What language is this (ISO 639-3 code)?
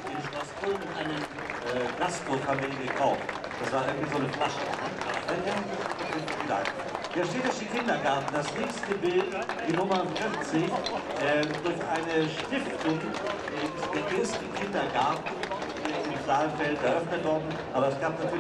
deu